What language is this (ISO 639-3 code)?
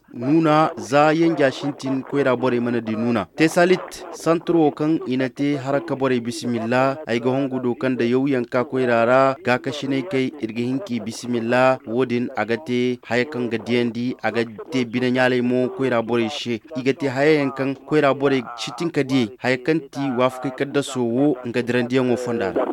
ses